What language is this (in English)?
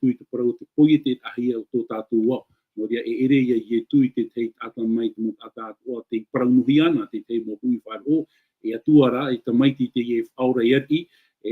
Tahitian